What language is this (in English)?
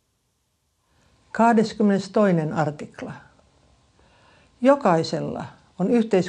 Finnish